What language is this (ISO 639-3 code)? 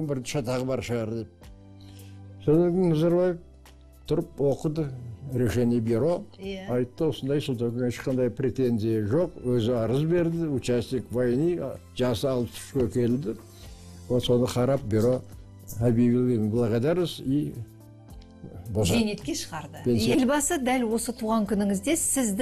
kaz